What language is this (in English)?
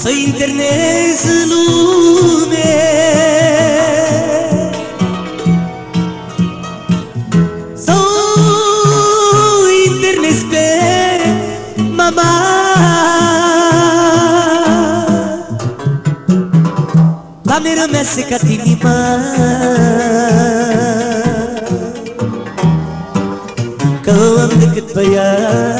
Romanian